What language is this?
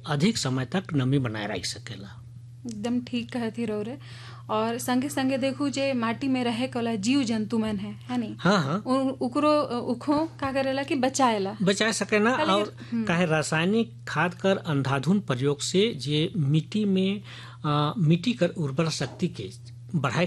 Sadri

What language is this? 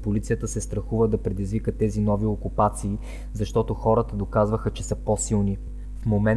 Bulgarian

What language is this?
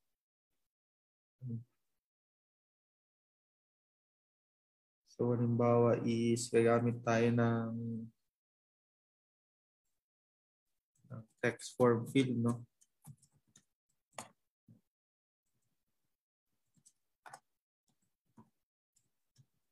Filipino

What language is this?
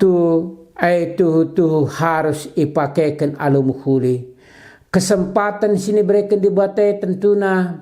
Batak Karo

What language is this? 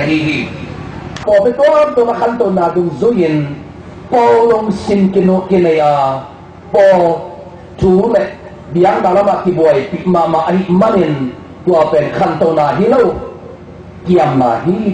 Tedim Chin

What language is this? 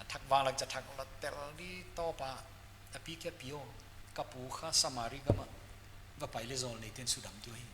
Paite Chin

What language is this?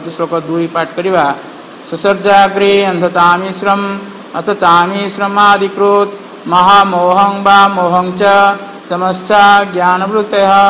Odia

